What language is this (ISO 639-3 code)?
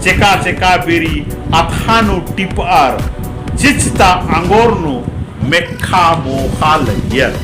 kru